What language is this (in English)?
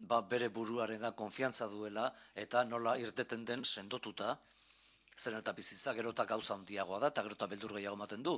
Basque